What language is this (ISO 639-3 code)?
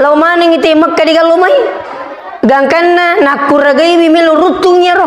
bug